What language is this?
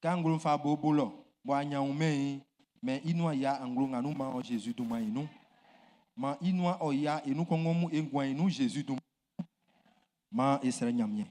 Baoulé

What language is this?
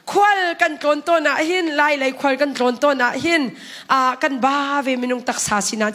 Hakha Chin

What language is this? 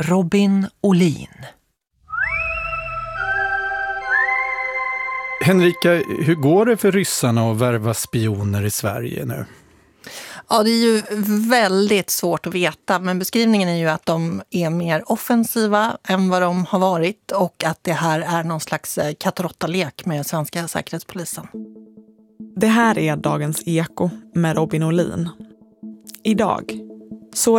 Swedish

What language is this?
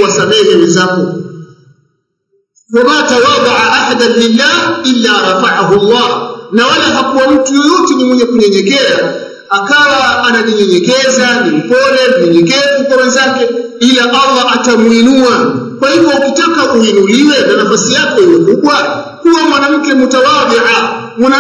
Swahili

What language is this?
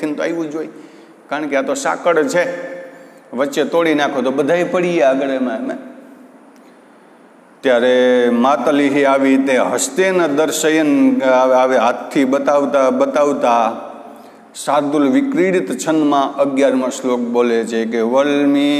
Gujarati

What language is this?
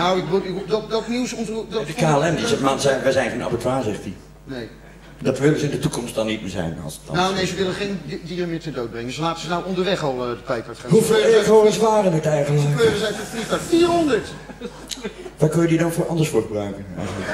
Dutch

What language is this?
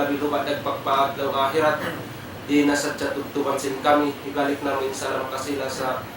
Tausug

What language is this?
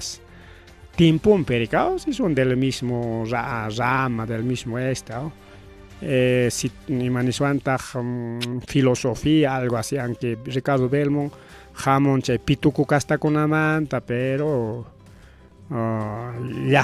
Ayacucho Quechua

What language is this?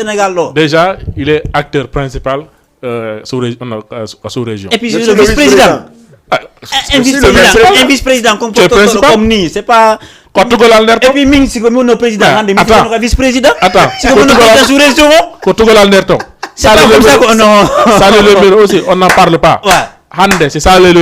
Fula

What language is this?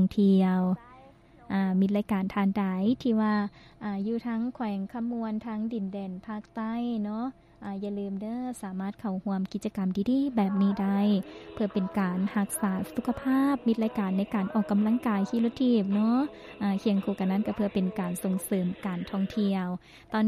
Lao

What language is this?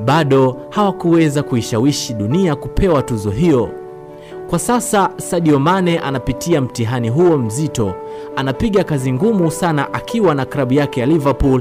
Swahili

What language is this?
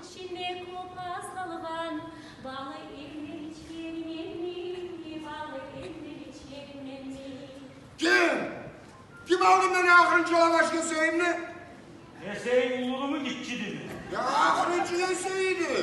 Kumyk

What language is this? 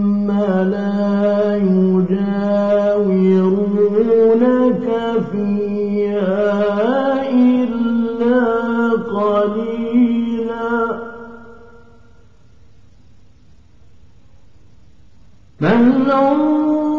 Arabic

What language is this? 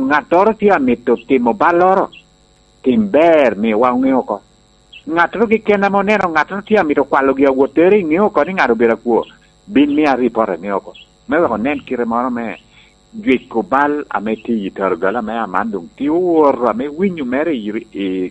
Lango (Uganda)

